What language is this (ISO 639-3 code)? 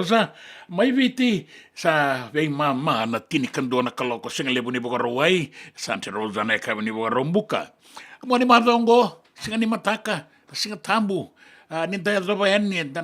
fij